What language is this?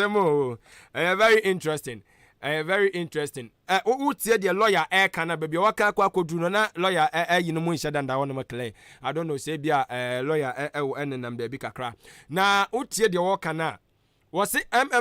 Akan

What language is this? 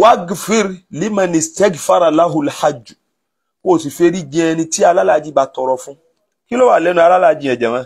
Yoruba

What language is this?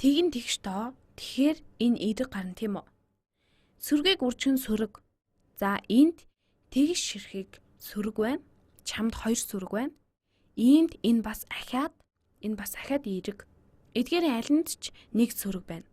Mongolian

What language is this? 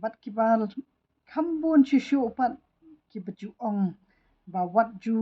Khasi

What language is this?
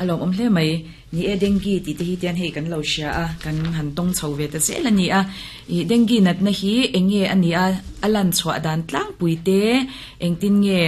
Mizo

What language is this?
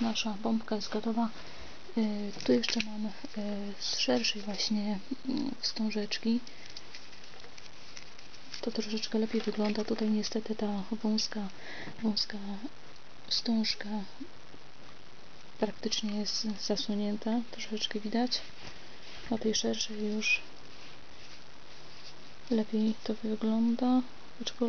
Polish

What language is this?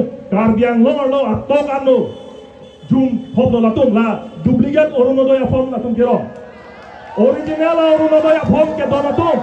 Karbi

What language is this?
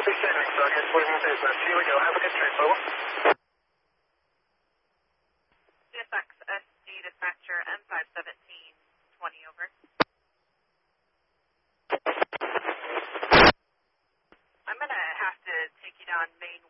English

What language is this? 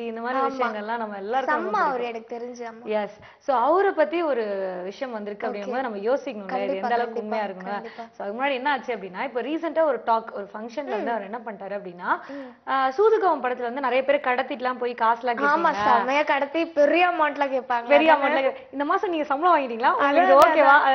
Tamil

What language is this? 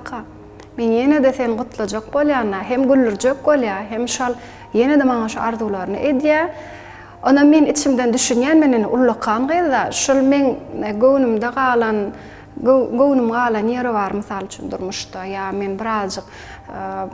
Turkmen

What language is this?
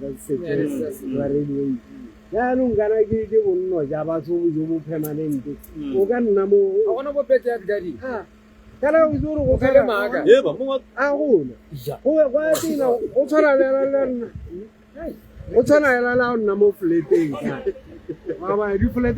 Tswana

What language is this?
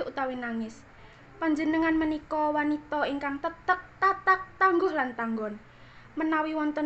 Javanese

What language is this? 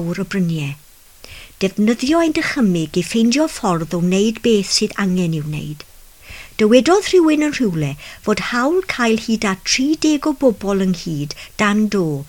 Welsh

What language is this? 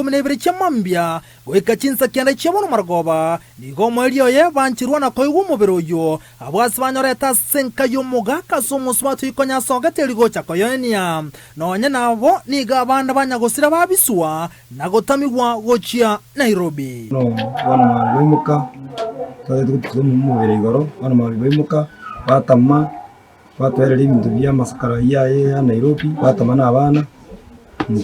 Gusii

